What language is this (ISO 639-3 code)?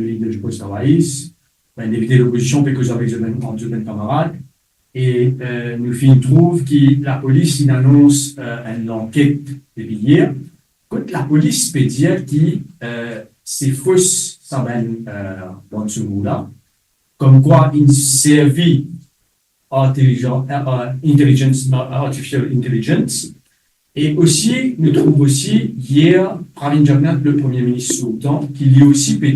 mfe